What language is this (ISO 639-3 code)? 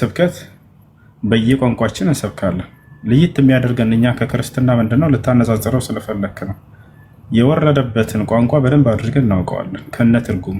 amh